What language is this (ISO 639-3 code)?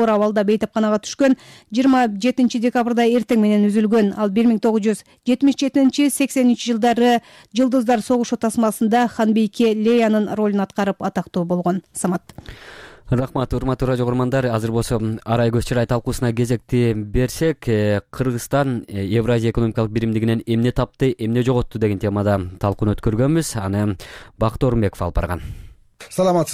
kir